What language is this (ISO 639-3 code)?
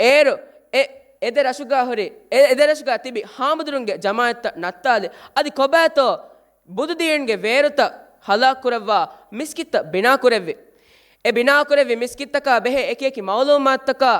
div